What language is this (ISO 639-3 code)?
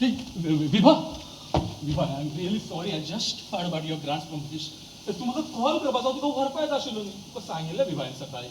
kok